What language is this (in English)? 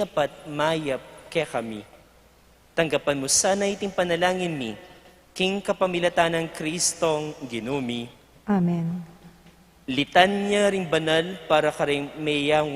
Pampanga